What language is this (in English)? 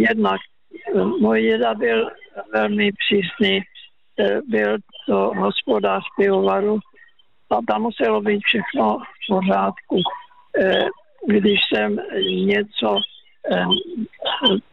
Czech